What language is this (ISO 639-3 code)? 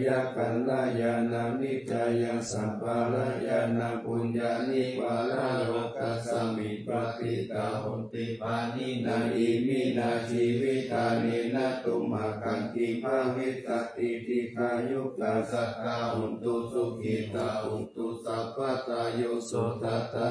pli